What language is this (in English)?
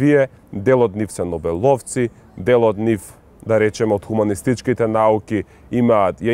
Macedonian